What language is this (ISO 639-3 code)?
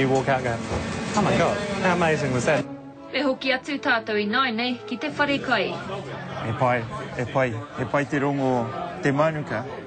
mri